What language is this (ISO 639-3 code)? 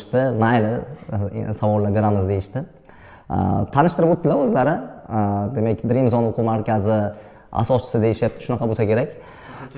uzb